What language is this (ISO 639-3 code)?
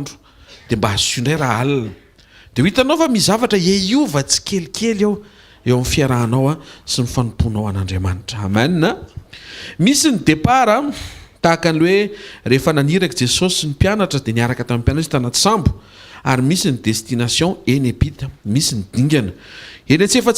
mlg